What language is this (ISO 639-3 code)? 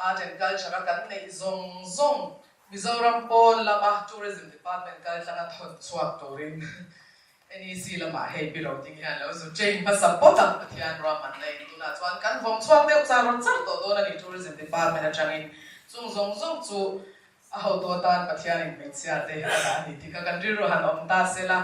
lus